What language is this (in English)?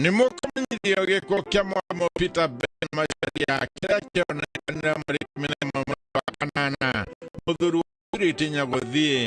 Kikuyu